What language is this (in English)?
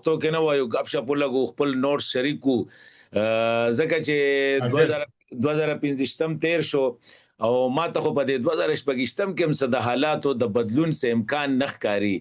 Pashto